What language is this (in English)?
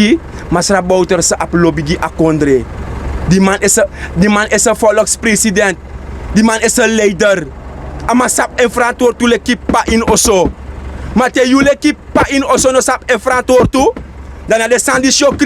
Sranan Tongo